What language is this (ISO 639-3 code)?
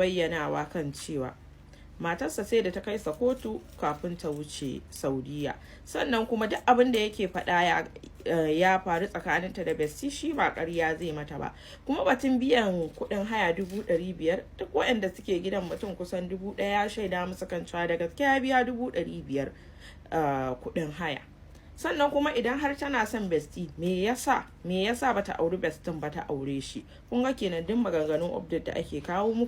hau